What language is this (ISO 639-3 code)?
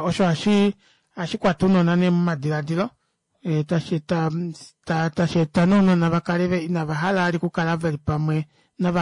kua